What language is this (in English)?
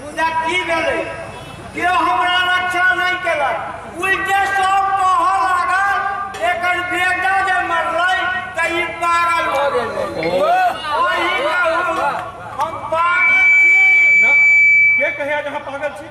Maithili